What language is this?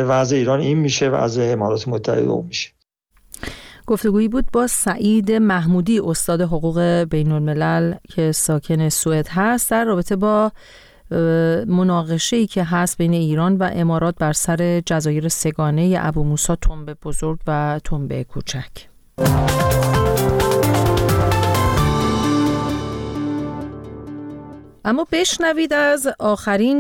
Persian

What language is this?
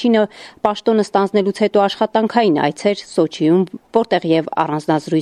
Armenian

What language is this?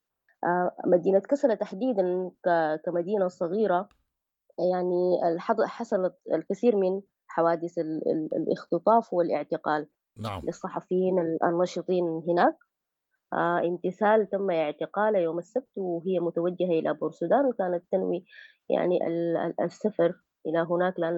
Sudanese Arabic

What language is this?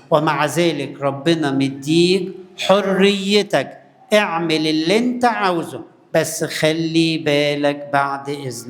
Egyptian Arabic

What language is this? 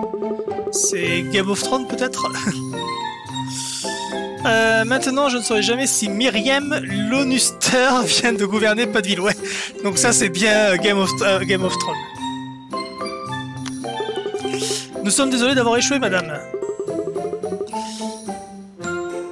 French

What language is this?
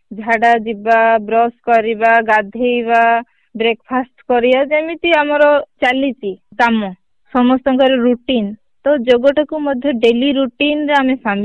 Odia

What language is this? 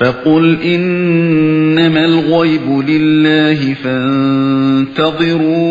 Uyghur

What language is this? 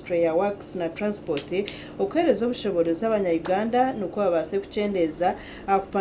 Nyankole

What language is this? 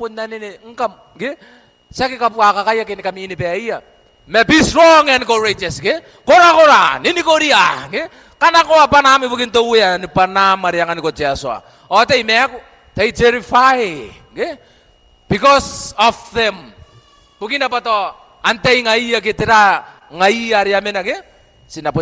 Gilbertese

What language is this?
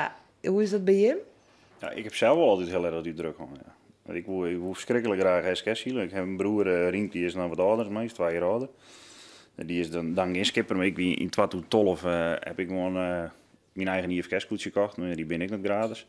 Western Frisian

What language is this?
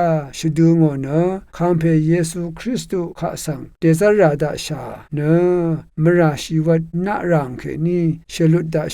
Rawang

